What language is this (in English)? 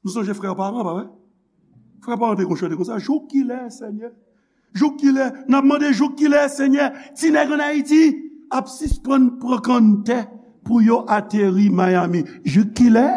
Haitian Creole